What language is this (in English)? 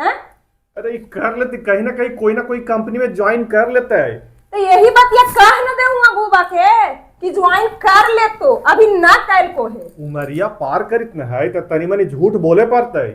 Magahi